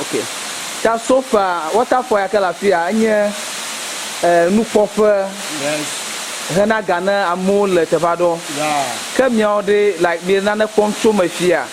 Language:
Ewe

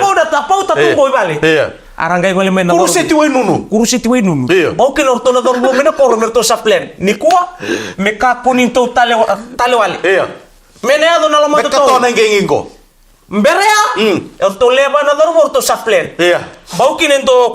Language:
Fijian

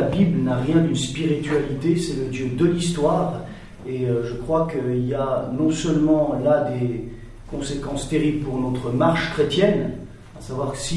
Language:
French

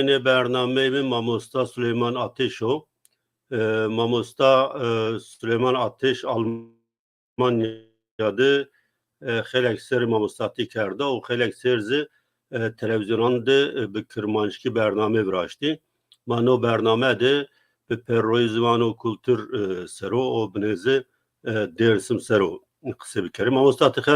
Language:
Zaza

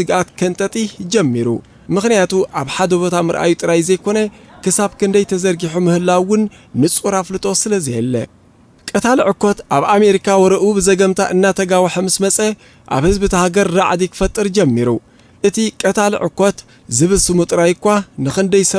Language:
Tigrinya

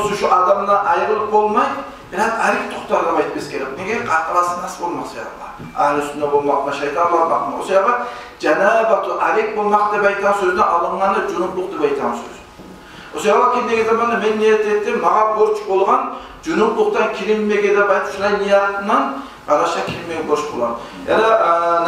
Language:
Kumyk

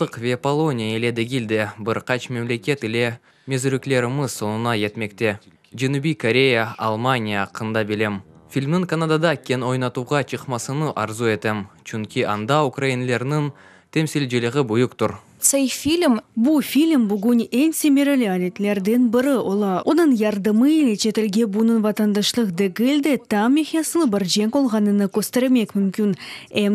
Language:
Crimean Tatar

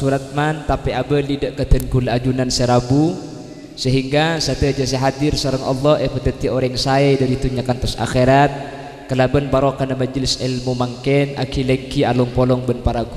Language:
Madurese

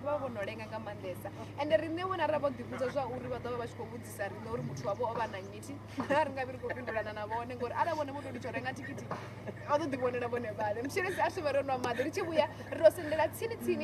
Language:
Venda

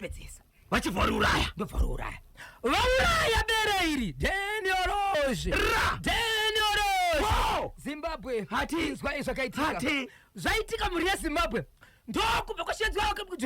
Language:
Shona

